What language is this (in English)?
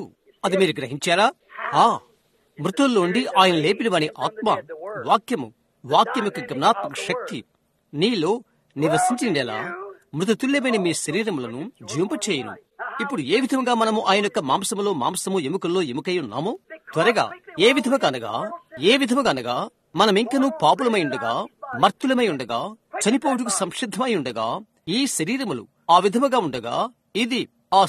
Telugu